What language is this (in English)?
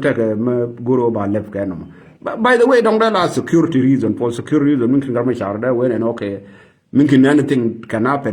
Nuer